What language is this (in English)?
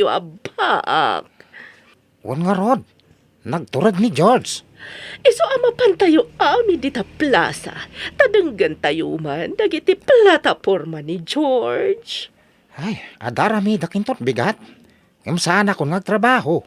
Iloko